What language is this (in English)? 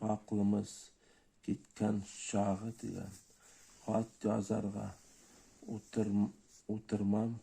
Bashkir